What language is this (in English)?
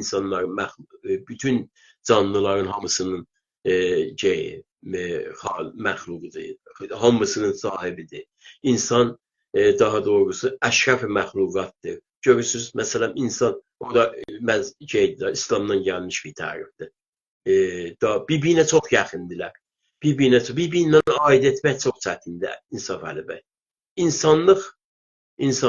South Azerbaijani